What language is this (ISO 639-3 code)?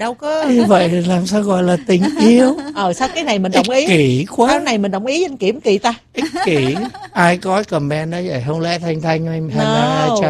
vie